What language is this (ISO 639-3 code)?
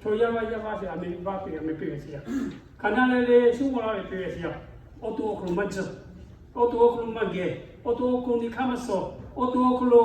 lhu